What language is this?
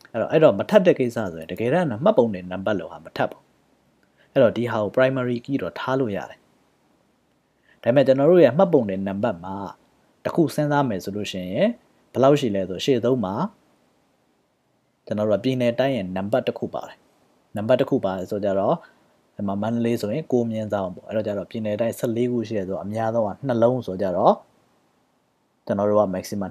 Burmese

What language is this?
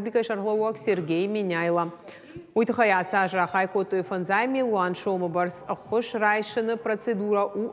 Ossetic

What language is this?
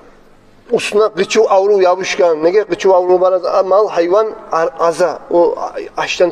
Kumyk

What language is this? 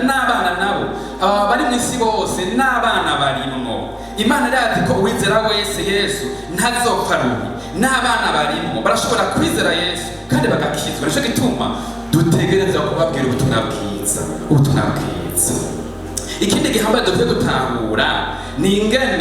Rundi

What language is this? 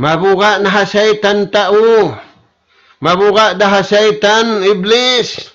Tausug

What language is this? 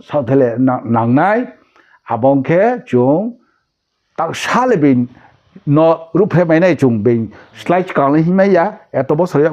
Riang (India)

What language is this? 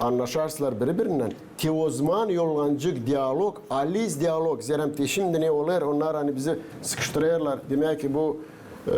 Gagauz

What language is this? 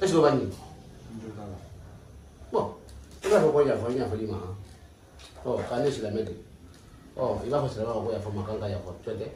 Bambara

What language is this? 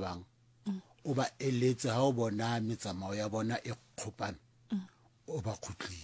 Southern Sotho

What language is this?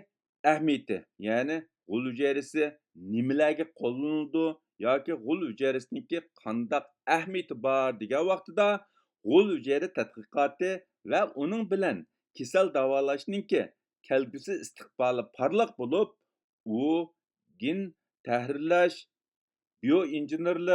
Uyghur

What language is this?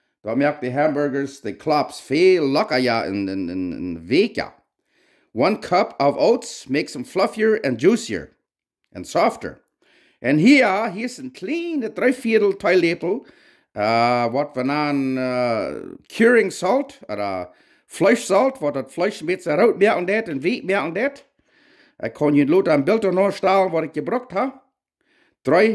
Plautdietsch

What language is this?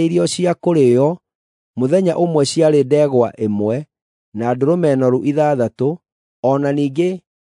Kikuyu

